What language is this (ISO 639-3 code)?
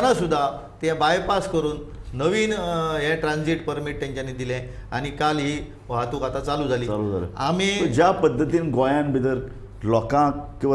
kok